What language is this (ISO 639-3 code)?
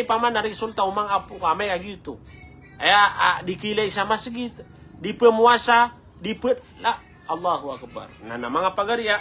mrw